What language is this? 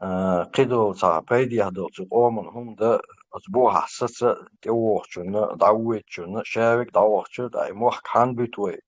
Chechen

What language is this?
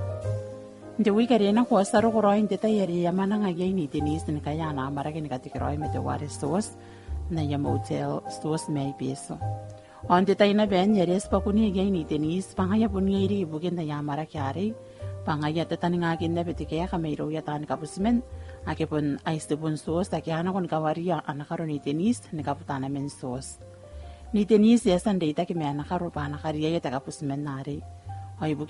Gilbertese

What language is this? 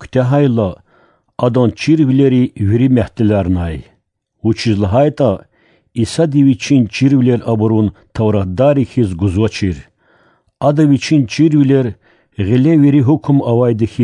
Lezghian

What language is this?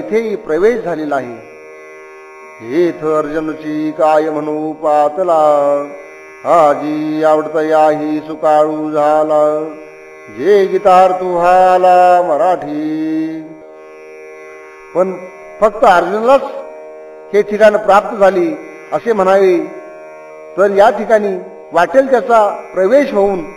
Marathi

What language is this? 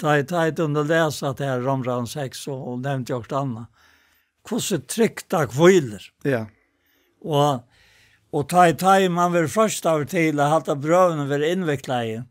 Faroese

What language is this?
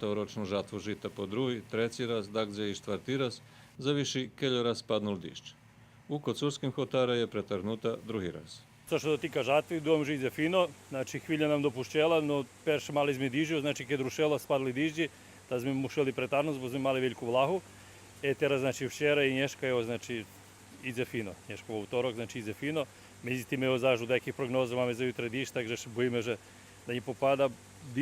Rusyn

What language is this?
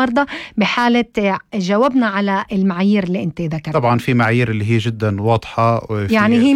North Levantine Arabic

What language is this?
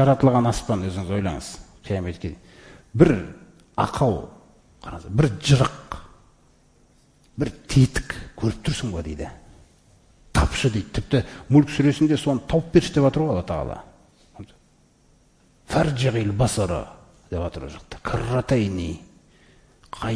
Kazakh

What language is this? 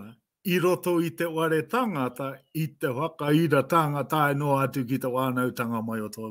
Māori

